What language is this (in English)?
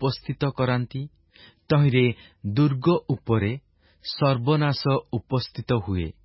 Odia